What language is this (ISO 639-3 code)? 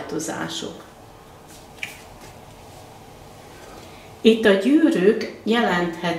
hun